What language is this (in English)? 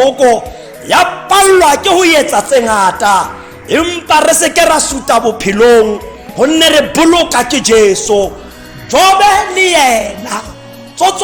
Tswana